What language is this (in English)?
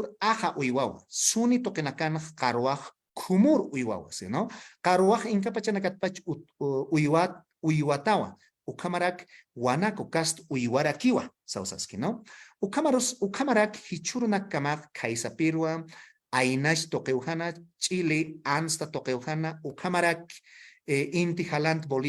Aymara